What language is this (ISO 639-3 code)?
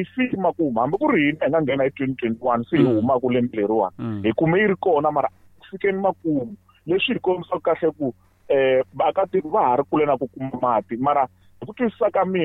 tso